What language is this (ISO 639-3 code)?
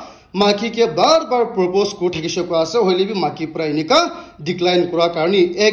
nag